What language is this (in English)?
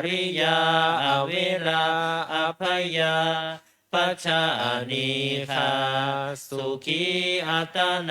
Pali